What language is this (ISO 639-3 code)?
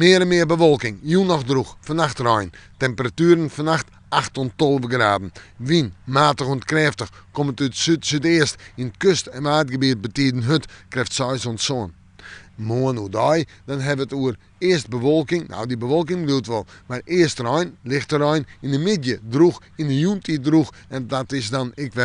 fry